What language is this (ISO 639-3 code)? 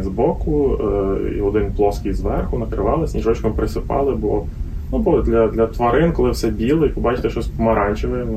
ukr